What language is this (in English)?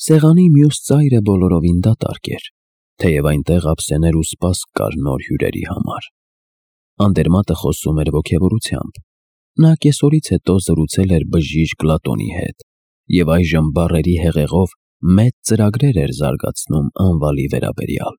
Armenian